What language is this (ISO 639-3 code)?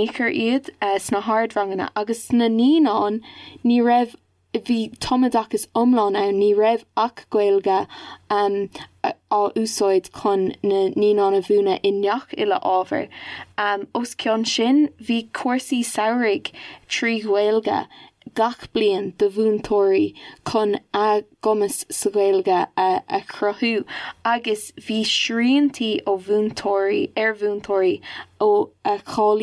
gle